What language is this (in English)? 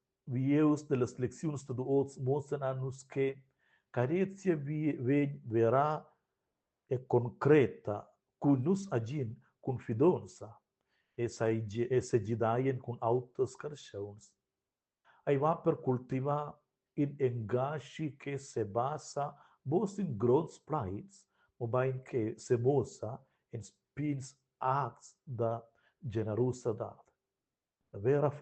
Romansh